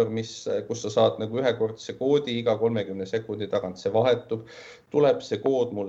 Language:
Estonian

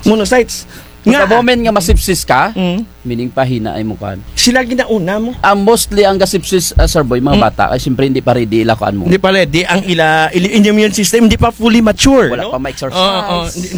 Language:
Kinaray-a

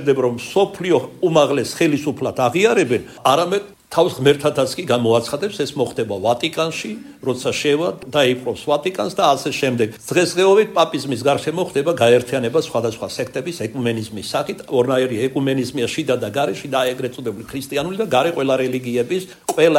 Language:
Georgian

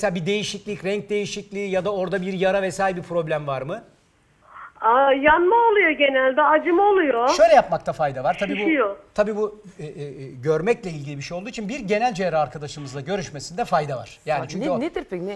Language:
Turkish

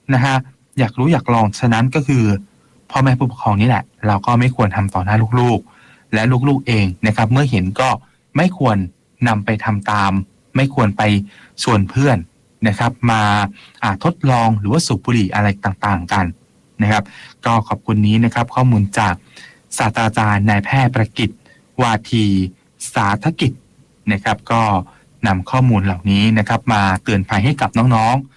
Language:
Thai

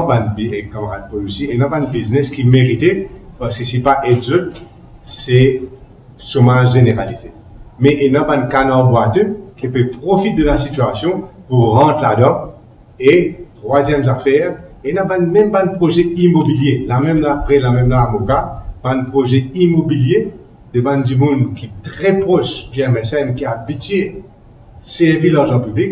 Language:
Morisyen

